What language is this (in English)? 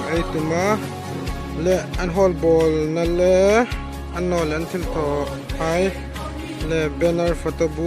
Hmar